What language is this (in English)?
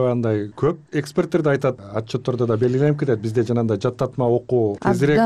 Kyrgyz